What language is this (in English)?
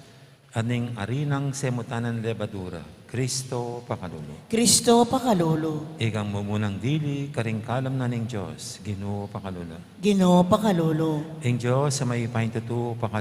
Pampanga